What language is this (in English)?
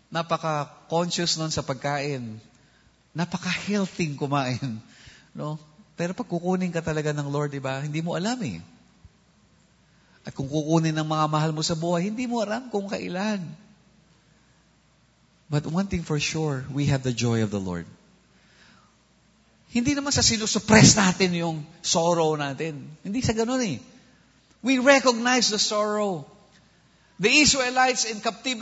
Filipino